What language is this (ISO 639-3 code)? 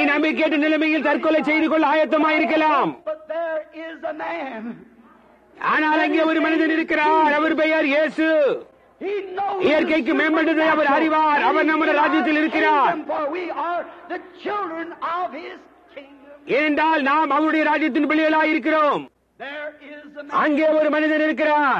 tam